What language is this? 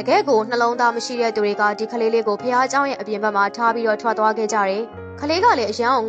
Burmese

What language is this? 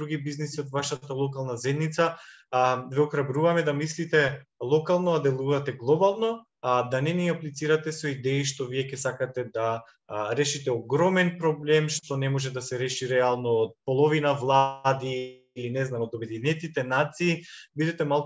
Macedonian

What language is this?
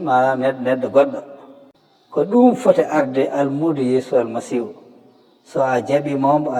Fula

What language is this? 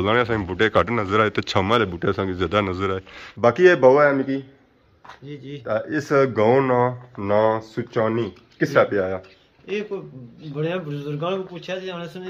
Pahari-Potwari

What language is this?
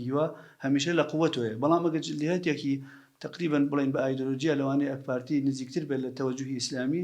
Central Kurdish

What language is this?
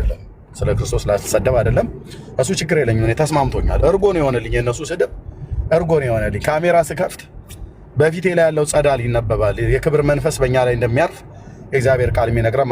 Amharic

